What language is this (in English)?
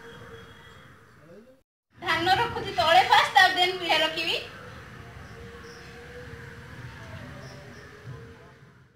Odia